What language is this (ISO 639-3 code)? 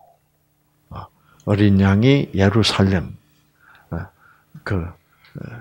kor